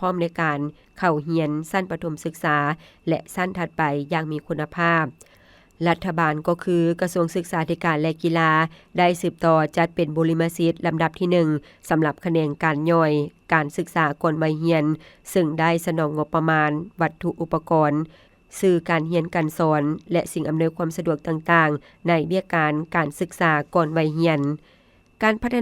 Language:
Lao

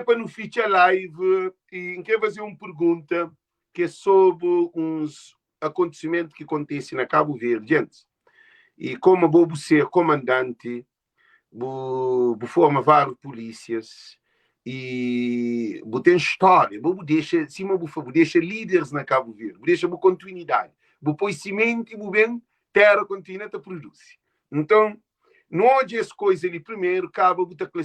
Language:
Kabuverdianu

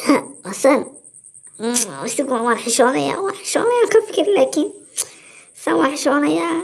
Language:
Somali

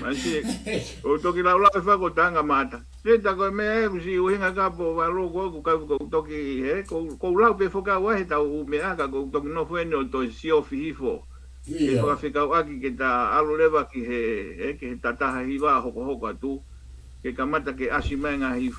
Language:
Tongan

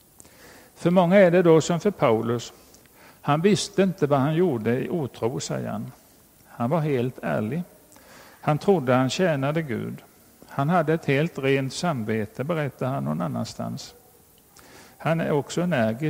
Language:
Swedish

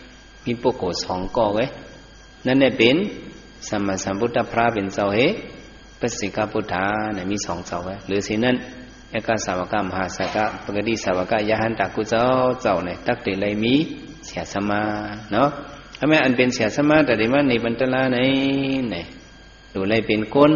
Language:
Shan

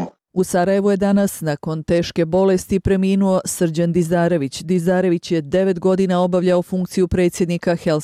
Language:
Bosnian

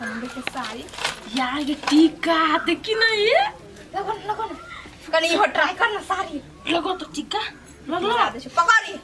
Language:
Maithili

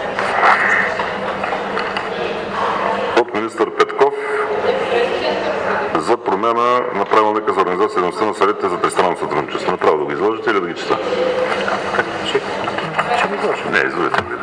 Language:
Bulgarian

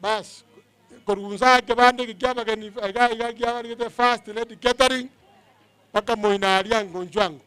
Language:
Gusii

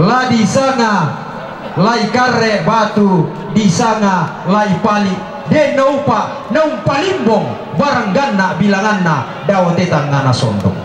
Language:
Toraja-Sa'dan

